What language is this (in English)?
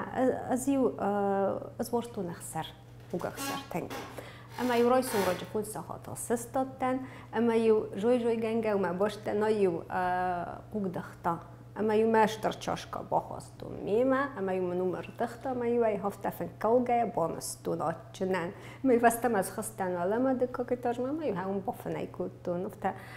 Ossetic